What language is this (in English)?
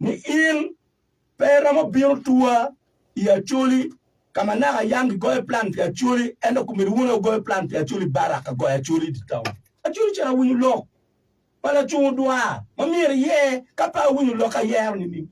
Acoli